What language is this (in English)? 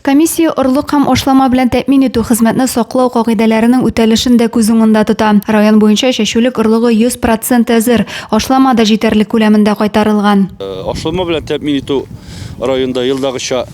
Tatar